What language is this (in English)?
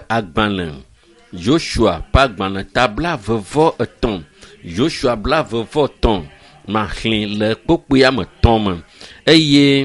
Ewe